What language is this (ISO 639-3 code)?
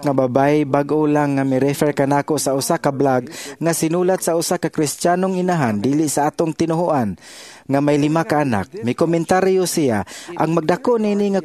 ceb